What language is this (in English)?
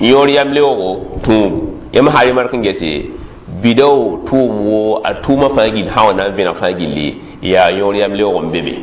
Mossi